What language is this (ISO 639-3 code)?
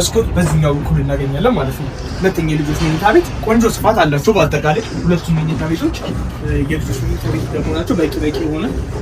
amh